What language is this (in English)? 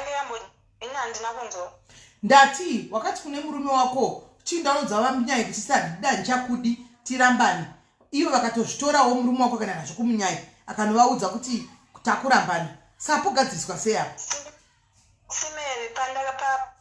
Shona